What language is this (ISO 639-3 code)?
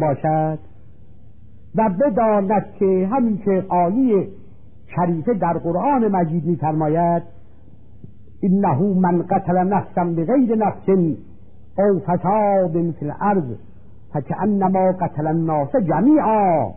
fas